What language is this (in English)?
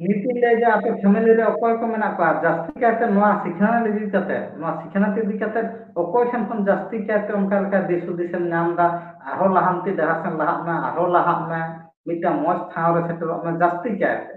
Santali